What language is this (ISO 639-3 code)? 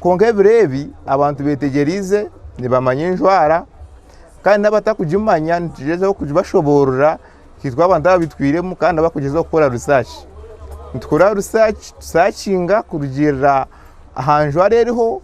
nyn